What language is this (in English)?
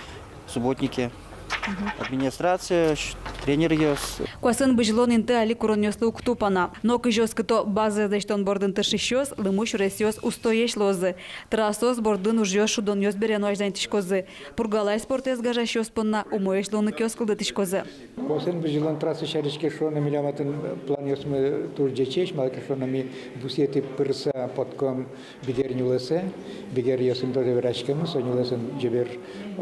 Udmurt